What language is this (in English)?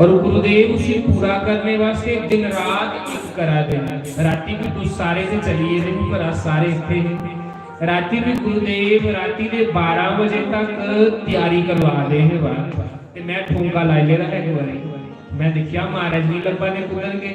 Dogri